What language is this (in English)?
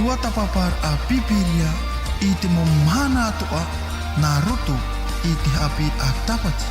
Tahitian